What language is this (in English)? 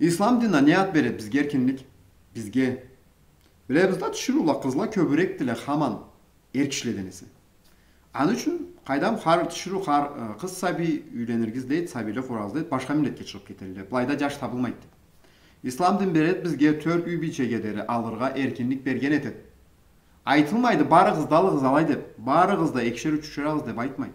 Karachay-Balkar